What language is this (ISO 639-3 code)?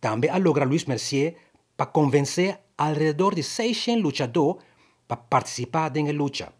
pap